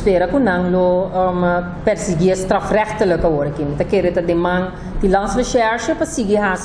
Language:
Papiamento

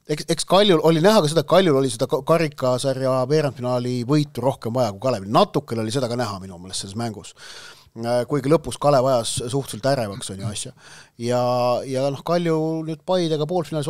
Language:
Estonian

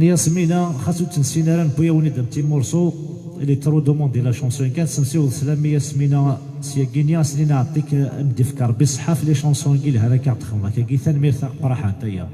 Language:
Kabyle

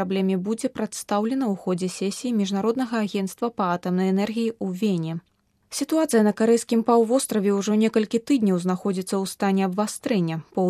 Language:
Belarusian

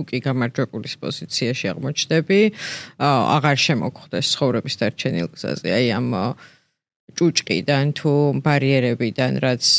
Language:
Georgian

